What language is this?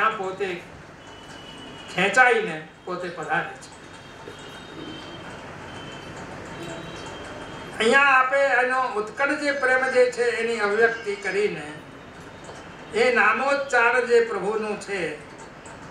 Gujarati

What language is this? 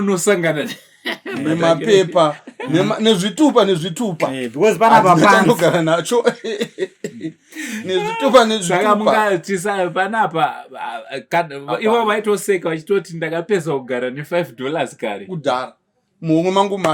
Shona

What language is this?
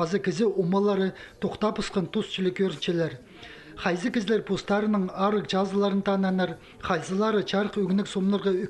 Khakas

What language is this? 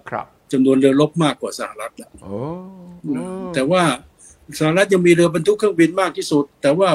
Thai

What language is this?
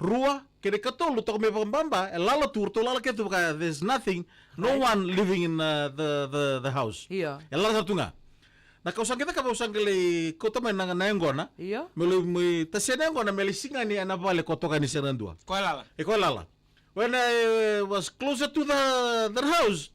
Fijian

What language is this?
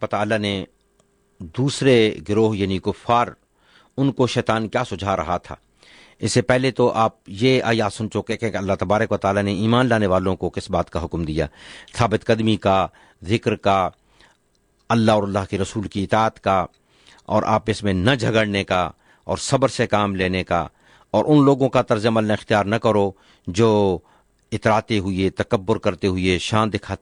Urdu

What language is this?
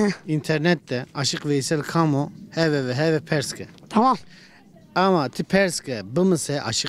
Zaza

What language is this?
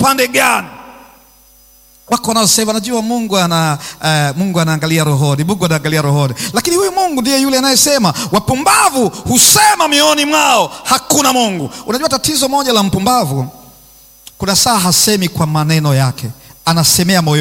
Swahili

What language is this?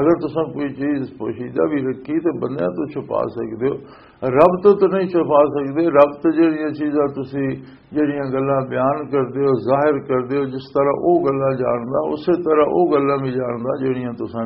Western Panjabi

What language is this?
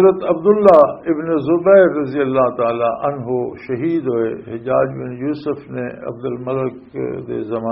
Western Panjabi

